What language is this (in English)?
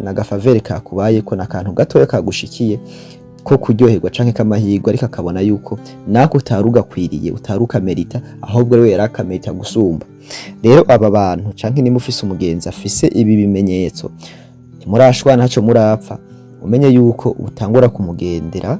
Rundi